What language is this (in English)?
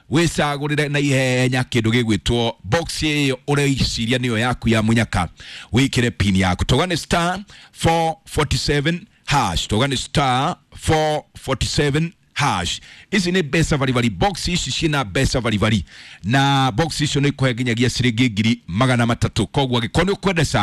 Kikuyu